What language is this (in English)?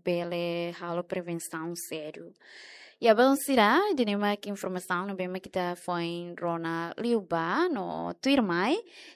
Tetum